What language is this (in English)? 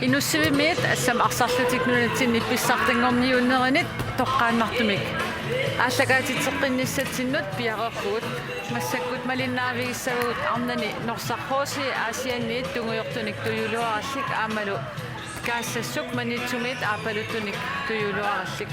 Kalaallisut